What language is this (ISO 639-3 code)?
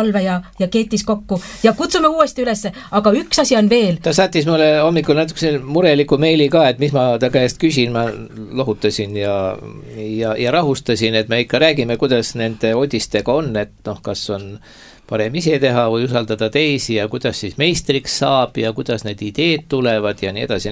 est